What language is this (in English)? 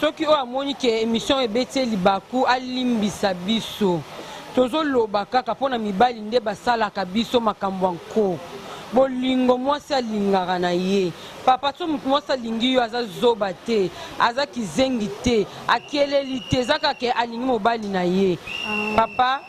Lingala